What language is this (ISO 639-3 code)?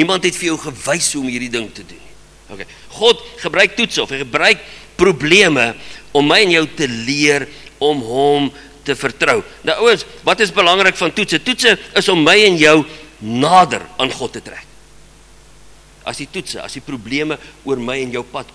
afr